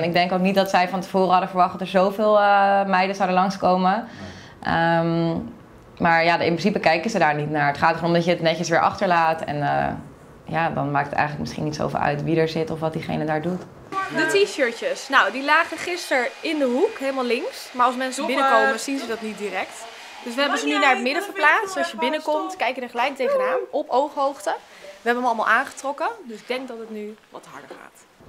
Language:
Dutch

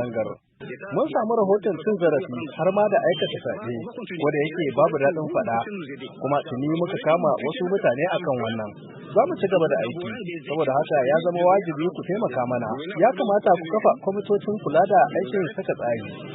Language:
Hausa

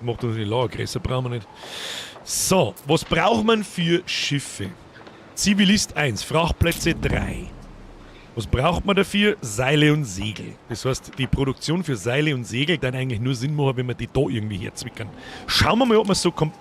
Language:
Bavarian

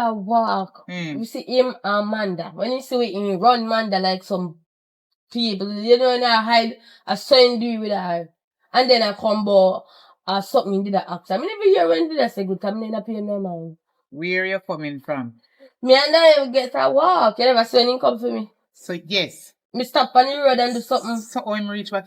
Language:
Jamaican Creole English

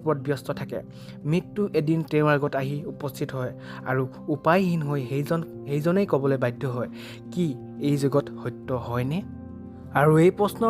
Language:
Assamese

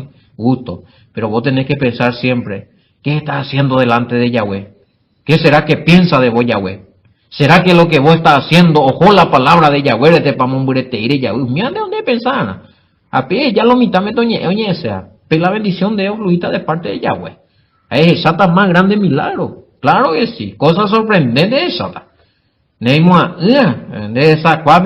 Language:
Guarani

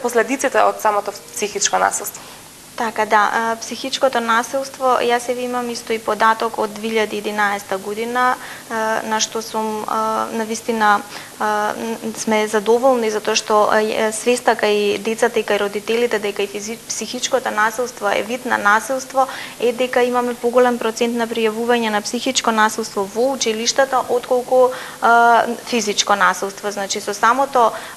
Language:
Macedonian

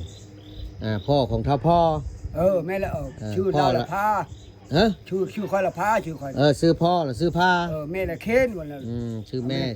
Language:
Lao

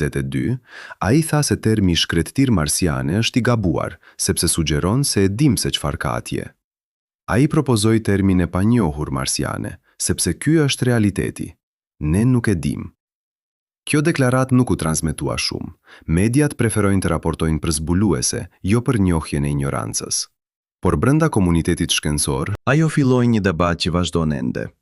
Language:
Albanian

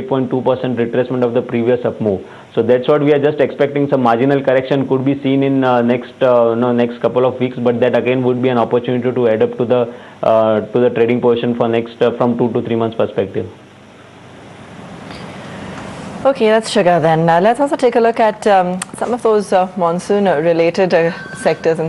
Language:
English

